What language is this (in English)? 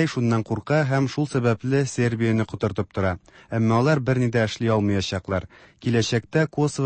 Tatar